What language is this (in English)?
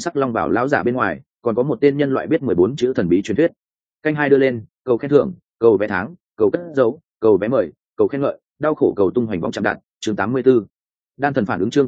Vietnamese